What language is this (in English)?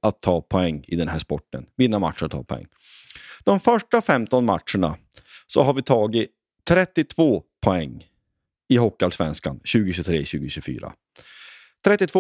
Swedish